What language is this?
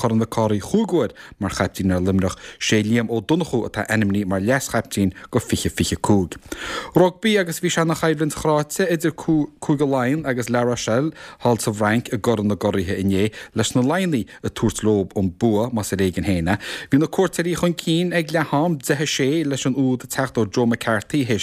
Irish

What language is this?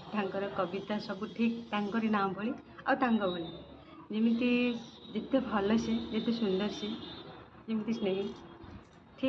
Odia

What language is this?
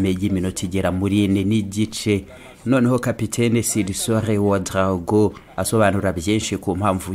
Kinyarwanda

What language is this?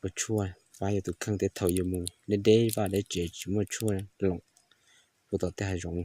Hmong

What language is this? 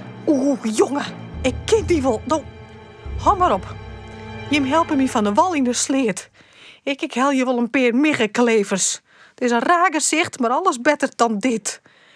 Western Frisian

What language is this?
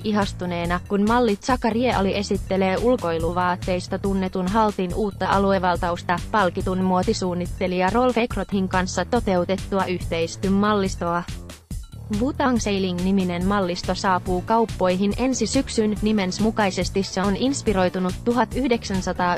Finnish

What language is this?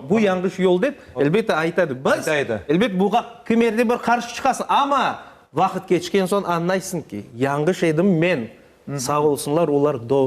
Crimean Tatar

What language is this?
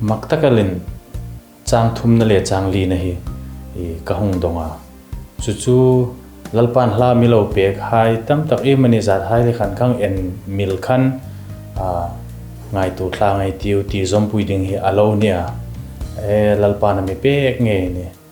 Hmar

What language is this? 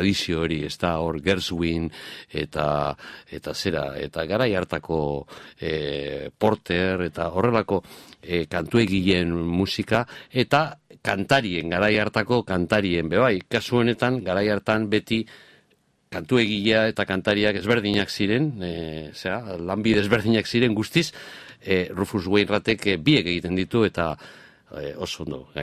Basque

